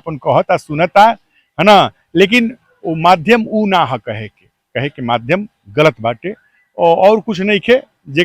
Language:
Bhojpuri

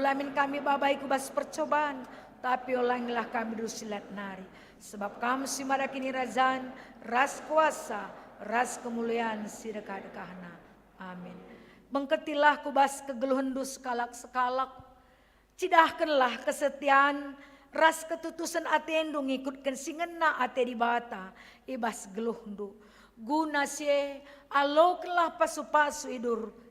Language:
Batak Karo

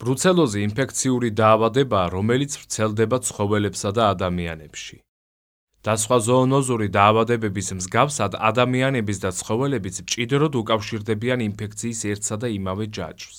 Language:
Georgian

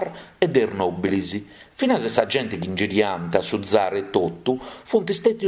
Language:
Sardinian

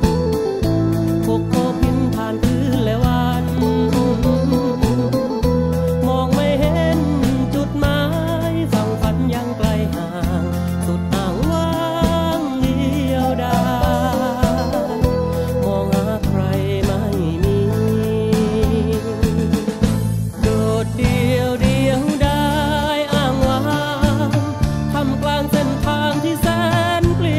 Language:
Thai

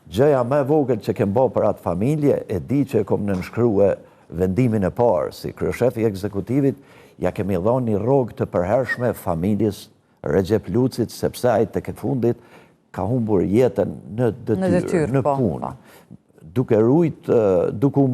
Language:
Albanian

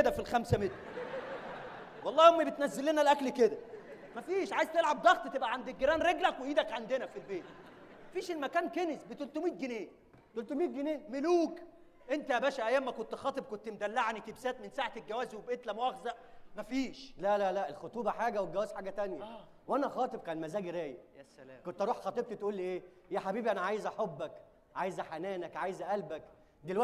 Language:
Egyptian Arabic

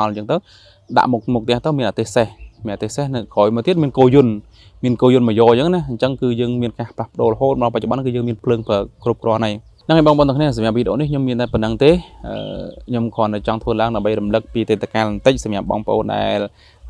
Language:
Khmer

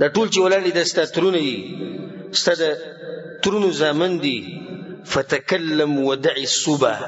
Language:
Pashto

